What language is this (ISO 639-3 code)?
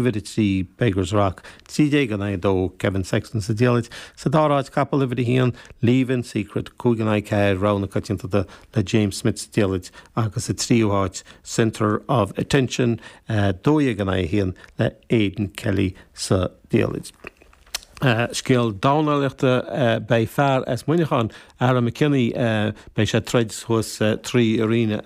gle